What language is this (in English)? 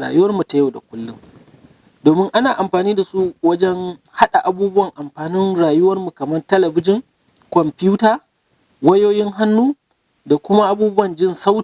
Hausa